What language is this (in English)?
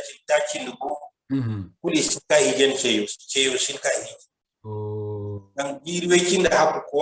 Zarma